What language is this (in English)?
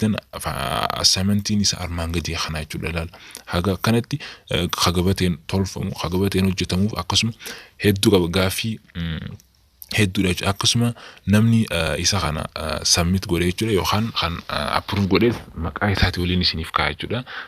Oromo